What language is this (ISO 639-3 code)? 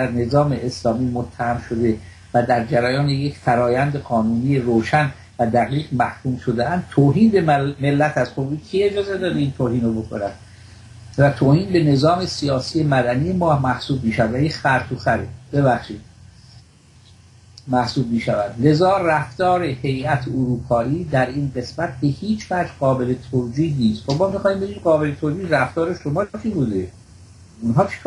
fas